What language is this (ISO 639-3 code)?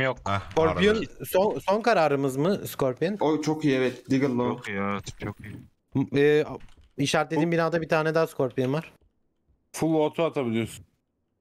tur